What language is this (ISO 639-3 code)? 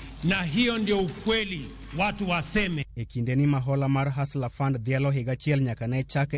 luo